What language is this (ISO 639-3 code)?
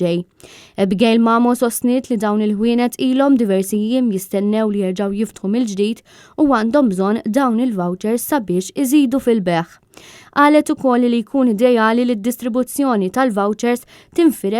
mlt